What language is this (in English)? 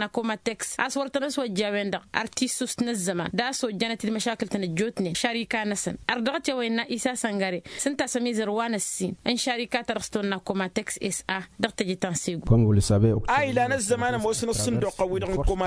Tamasheq